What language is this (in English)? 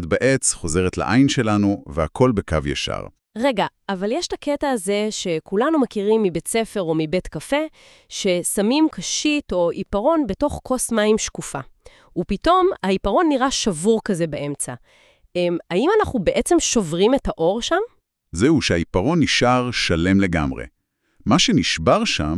Hebrew